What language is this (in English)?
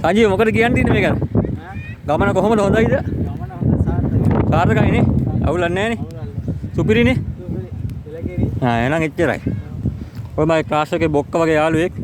Sinhala